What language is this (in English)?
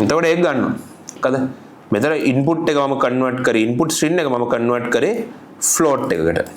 Sinhala